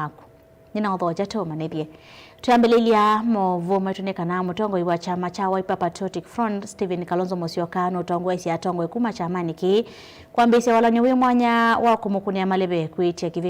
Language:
Kamba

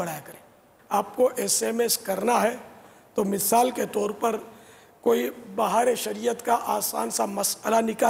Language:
Urdu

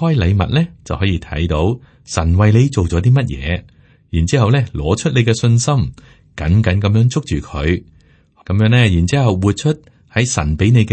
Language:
Cantonese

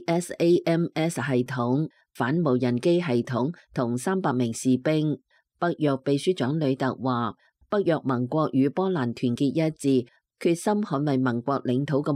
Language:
Cantonese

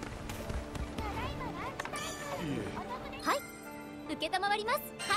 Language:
Japanese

